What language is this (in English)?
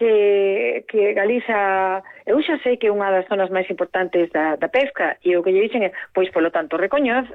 Galician